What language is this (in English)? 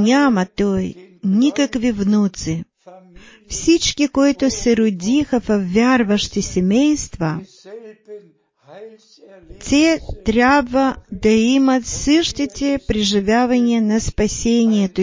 Bulgarian